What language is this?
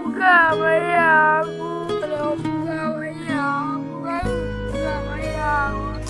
Achinese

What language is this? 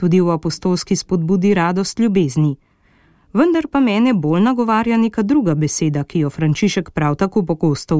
Slovenian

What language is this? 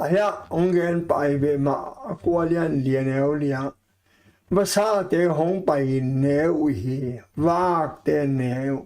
Tedim Chin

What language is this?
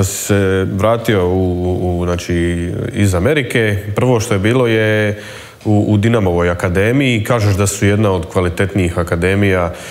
Croatian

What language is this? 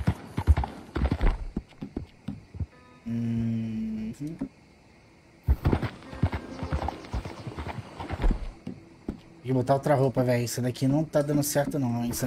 Portuguese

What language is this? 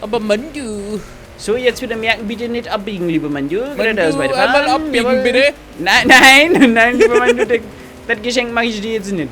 Bavarian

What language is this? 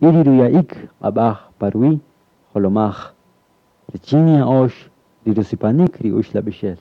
Kaqchikel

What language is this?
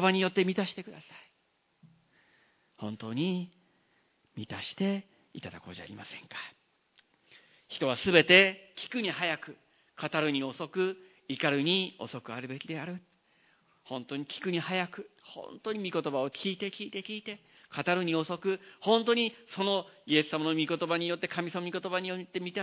Japanese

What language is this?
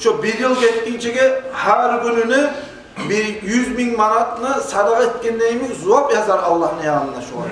Kumyk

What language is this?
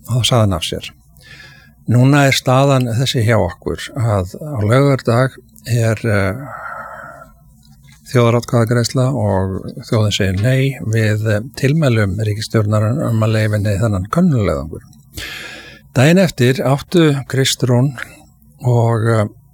Icelandic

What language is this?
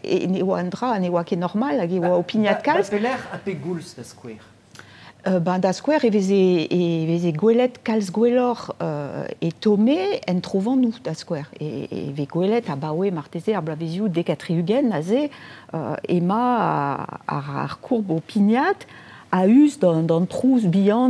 Breton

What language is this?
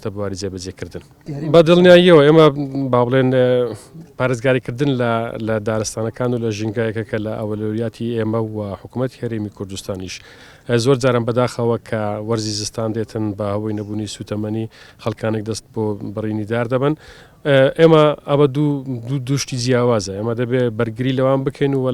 Central Kurdish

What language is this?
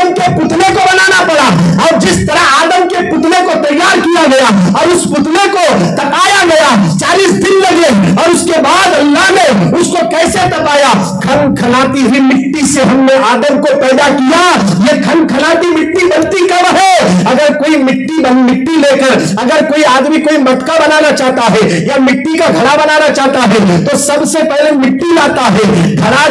Urdu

